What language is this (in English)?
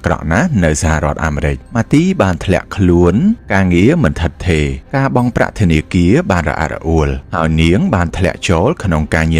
Khmer